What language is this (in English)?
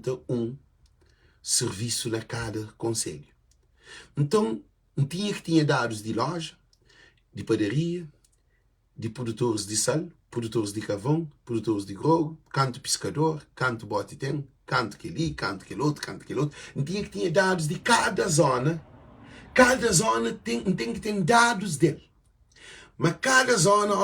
Kabuverdianu